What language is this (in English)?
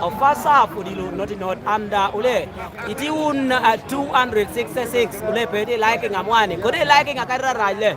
Lango (Uganda)